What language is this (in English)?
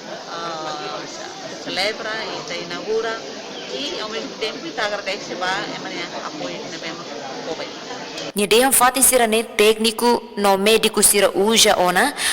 Tetum